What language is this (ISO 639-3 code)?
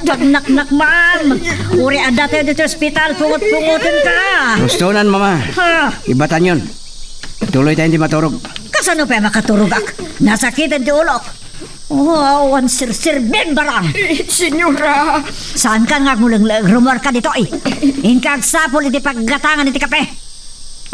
ilo